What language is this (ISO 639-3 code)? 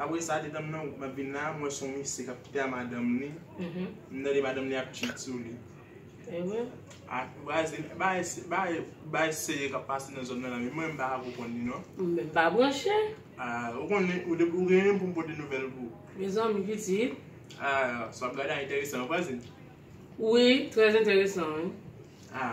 hat